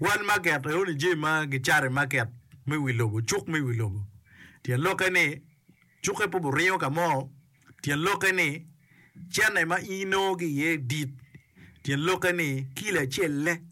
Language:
Acoli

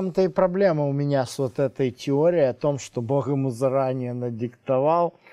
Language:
Russian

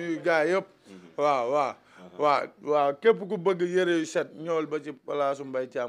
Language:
Wolof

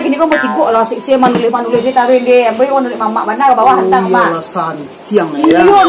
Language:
Minangkabau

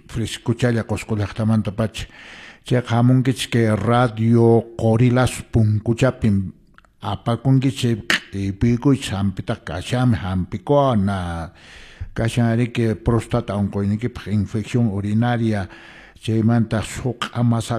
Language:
Quechua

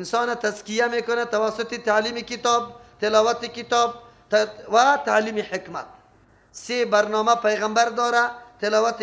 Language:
Persian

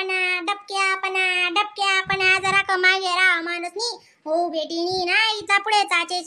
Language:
Khandesi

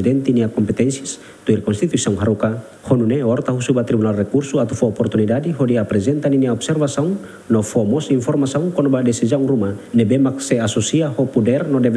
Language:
Tetum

